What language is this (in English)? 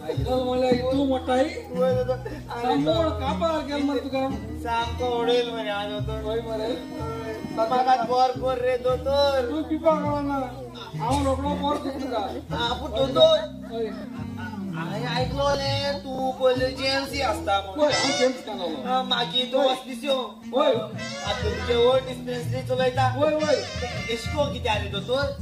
Konkani